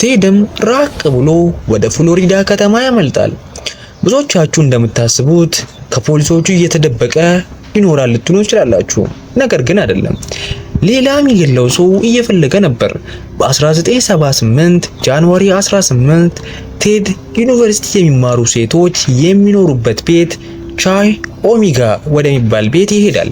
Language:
Amharic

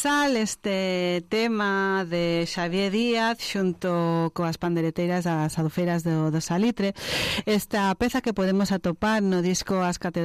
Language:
Galician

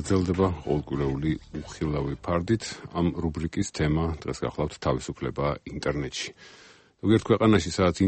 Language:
Georgian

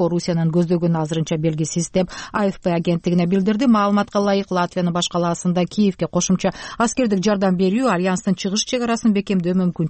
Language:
Kyrgyz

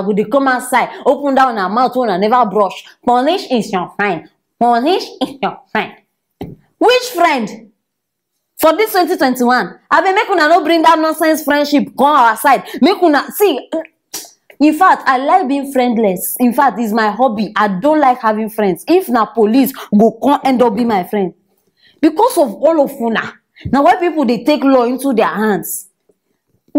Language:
Nigerian Pidgin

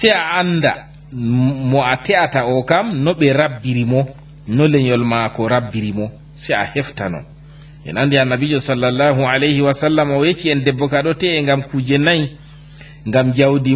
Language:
Fula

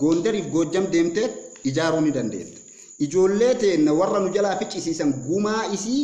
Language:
Oromo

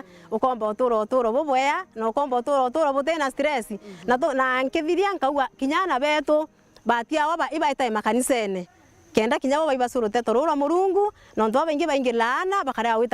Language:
Meru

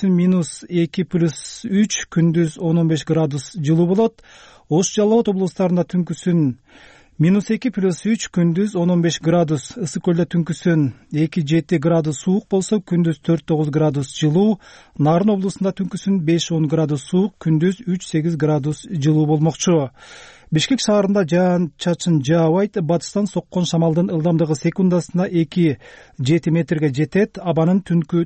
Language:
Kyrgyz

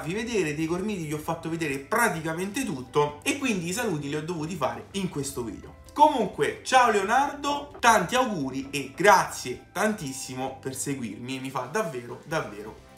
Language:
Italian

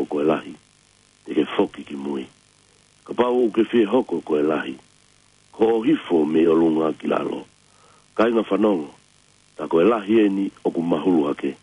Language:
Tongan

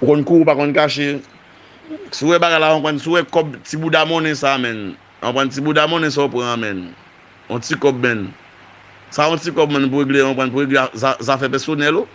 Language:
Haitian Creole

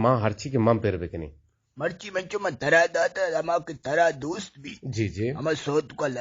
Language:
Eastern Balochi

